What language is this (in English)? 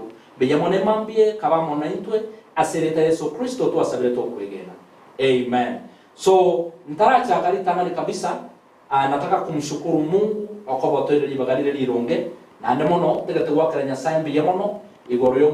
Gusii